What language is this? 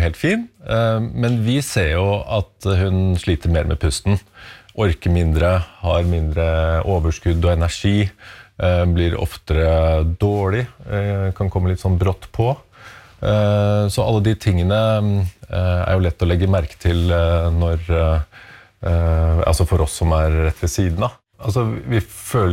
Norwegian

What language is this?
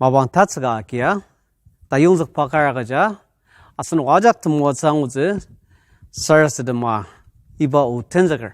Ao Naga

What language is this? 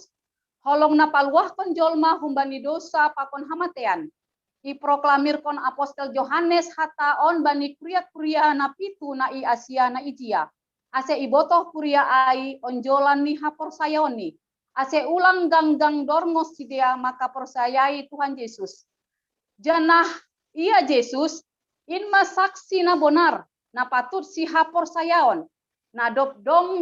Batak Simalungun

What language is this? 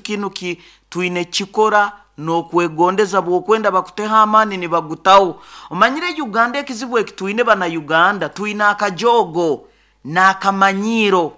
Nyoro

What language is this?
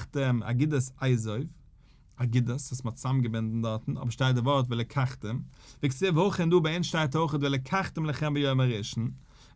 Yiddish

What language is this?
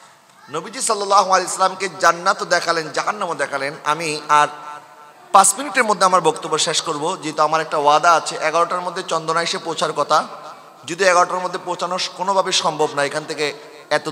Bangla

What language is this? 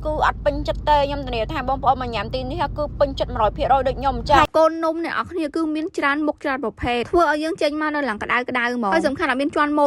Khmer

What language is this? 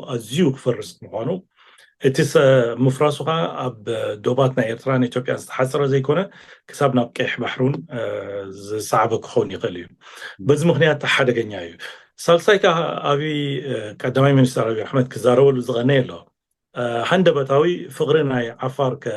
Tigrinya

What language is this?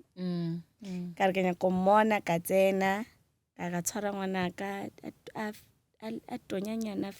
Northern Sotho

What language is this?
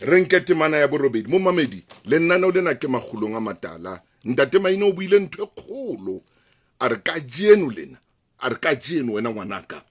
Southern Sotho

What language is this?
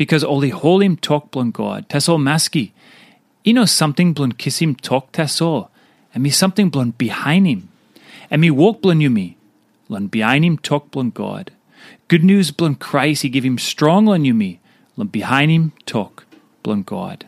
Tok Pisin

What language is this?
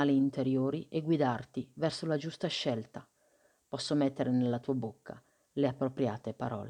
Italian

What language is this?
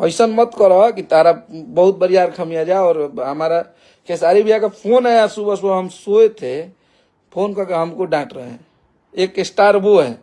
Bhojpuri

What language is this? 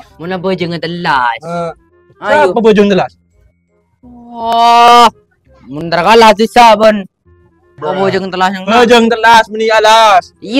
Madurese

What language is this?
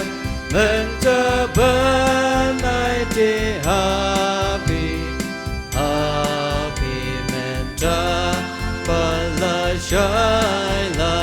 Khasi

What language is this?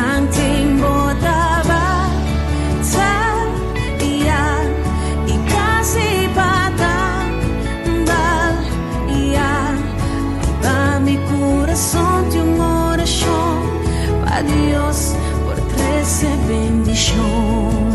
Papiamento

